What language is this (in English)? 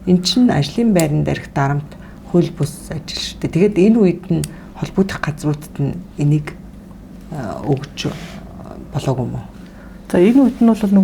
Mongolian